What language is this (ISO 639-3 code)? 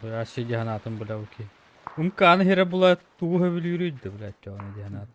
sah